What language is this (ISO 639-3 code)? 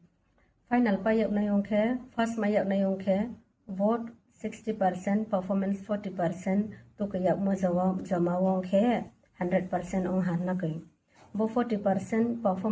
ria